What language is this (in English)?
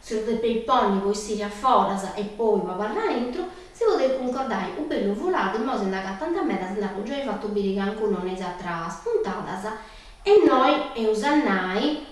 Sardinian